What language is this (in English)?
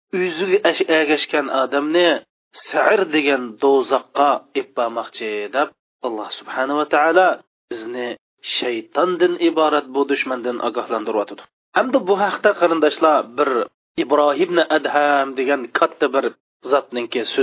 Uyghur